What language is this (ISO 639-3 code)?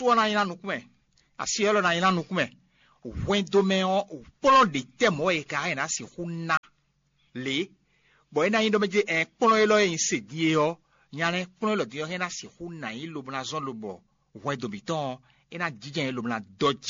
fon